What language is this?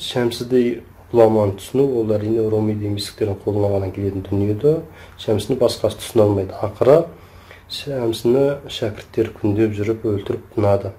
Kazakh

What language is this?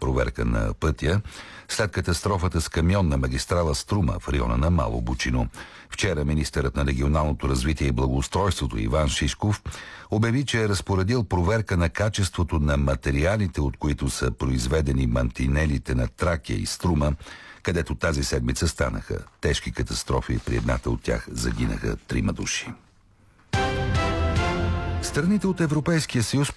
Bulgarian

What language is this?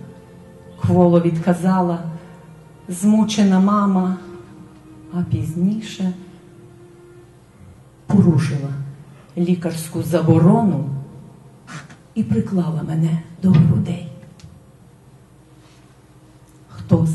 Ukrainian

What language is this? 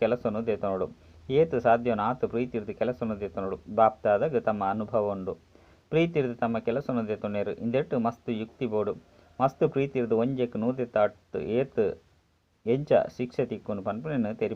Tulu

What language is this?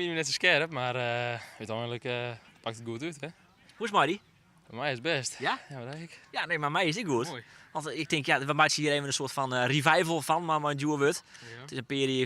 Western Frisian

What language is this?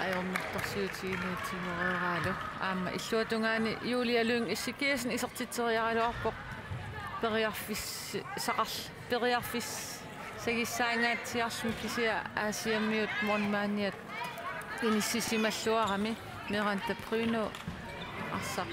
Kalaallisut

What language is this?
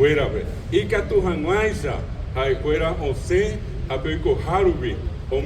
Guarani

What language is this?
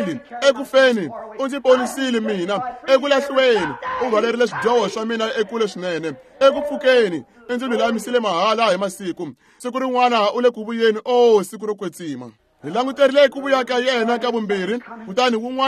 Tsonga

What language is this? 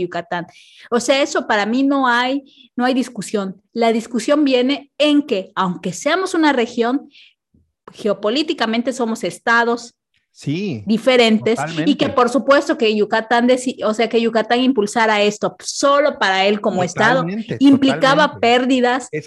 Spanish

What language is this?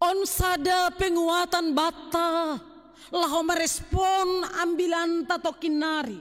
Batak Simalungun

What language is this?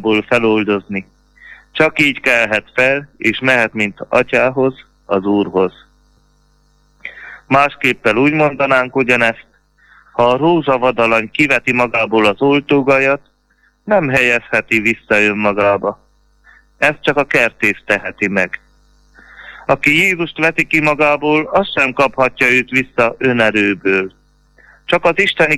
Hungarian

